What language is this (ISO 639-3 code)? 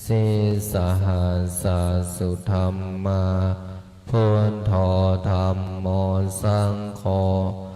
pli